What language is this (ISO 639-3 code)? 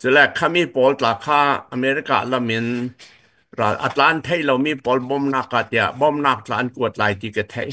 cfm